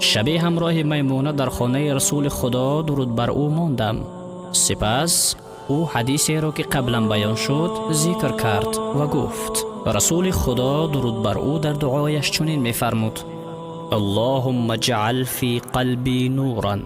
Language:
Tajik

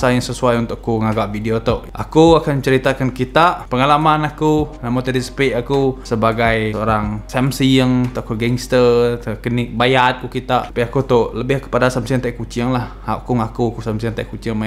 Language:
Iban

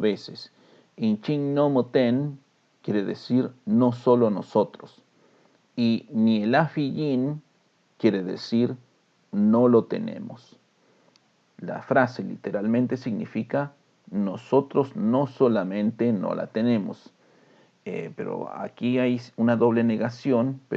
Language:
Mapuche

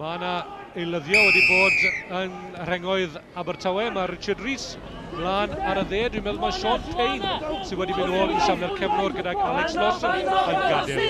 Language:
Welsh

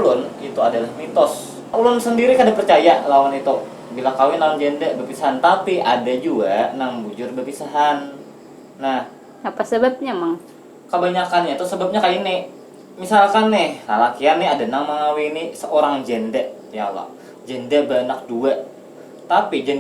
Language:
Banjar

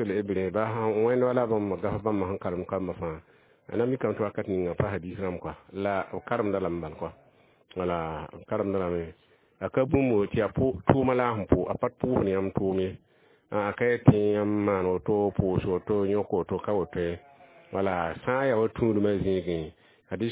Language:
Mossi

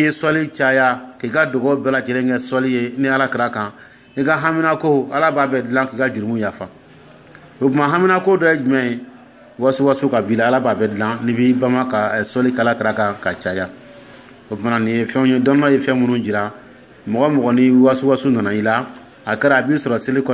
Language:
Dyula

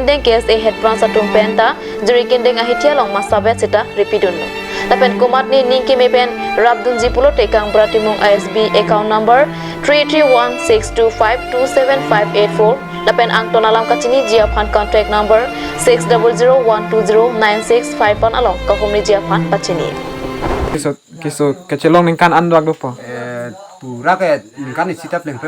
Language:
Karbi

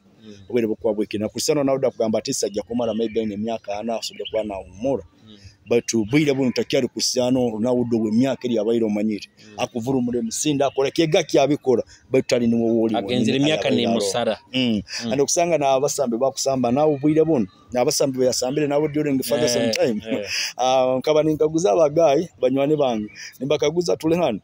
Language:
Nyoro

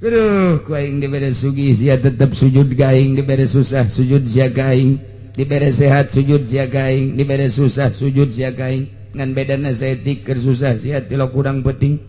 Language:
Sundanese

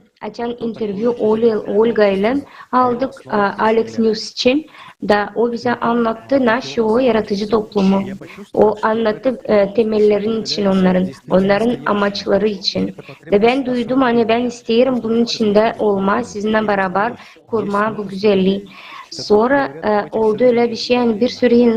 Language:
Gagauz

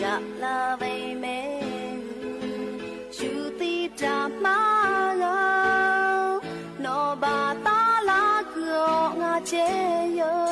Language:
Lahu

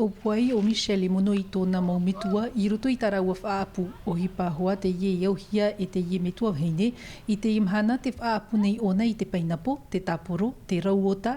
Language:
Tahitian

